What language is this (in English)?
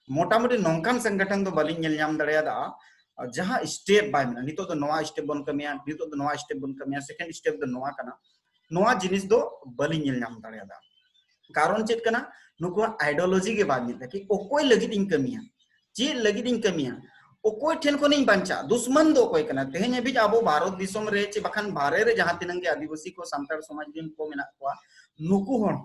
Santali